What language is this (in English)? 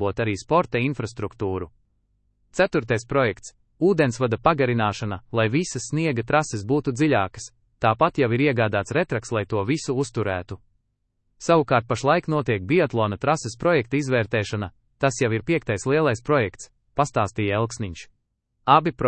Latvian